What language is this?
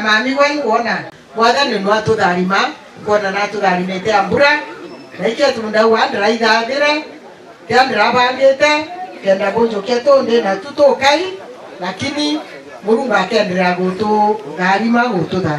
Meru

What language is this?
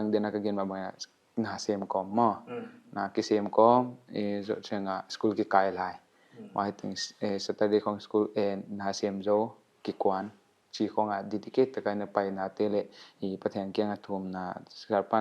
Paite Chin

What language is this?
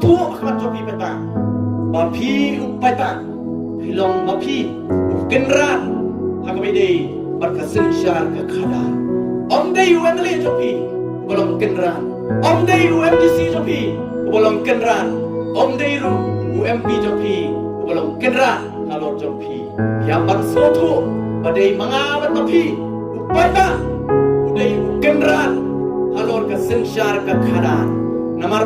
Khasi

